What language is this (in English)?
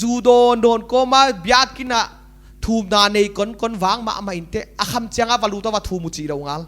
Paite Chin